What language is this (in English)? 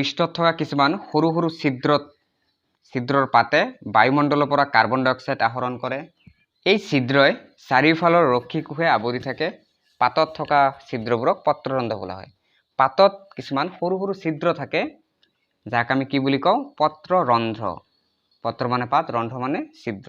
Assamese